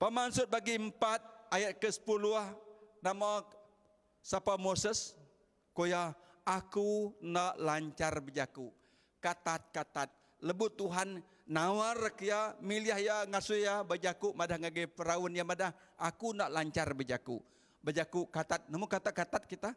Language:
Iban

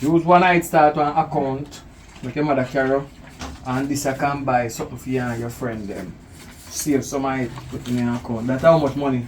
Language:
Jamaican Creole English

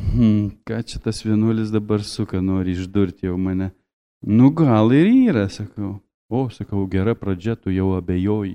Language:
Lithuanian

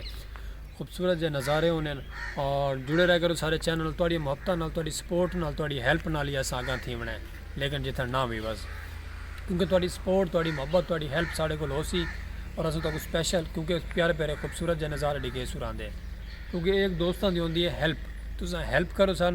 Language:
Saraiki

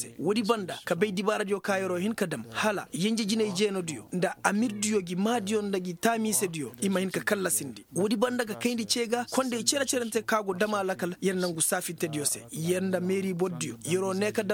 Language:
Koyraboro Senni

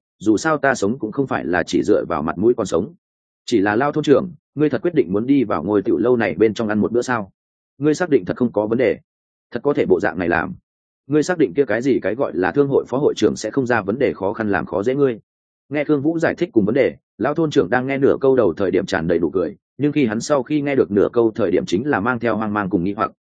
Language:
Vietnamese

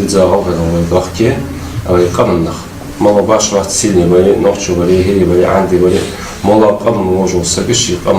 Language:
Ingush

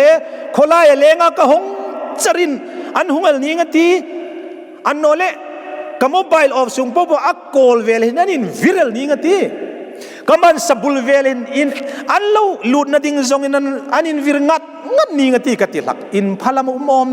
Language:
Hmar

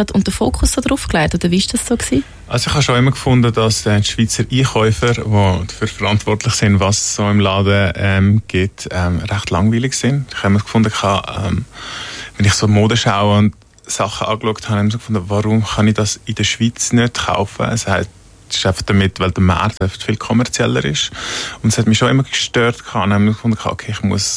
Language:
Swiss German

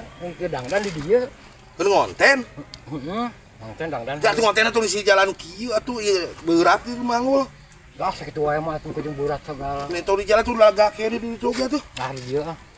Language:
Sundanese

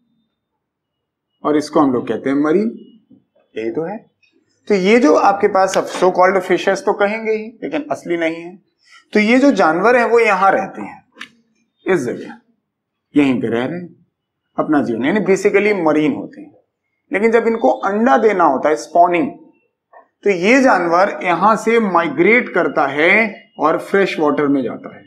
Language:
Hindi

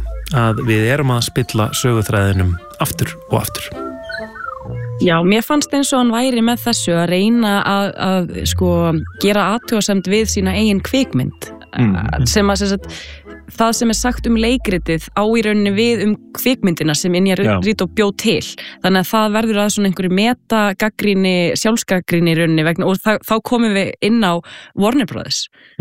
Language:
Icelandic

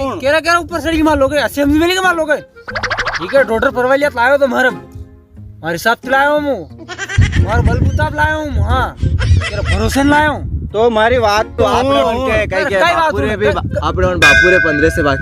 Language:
Rajasthani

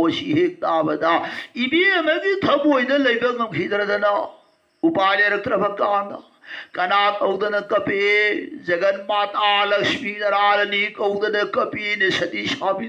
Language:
Manipuri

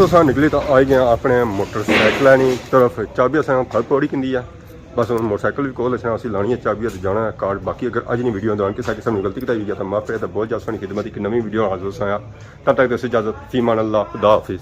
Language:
Pahari-Potwari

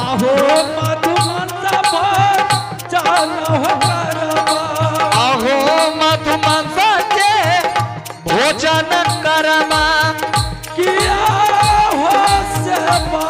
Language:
Angika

